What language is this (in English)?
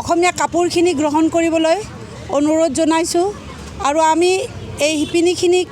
Assamese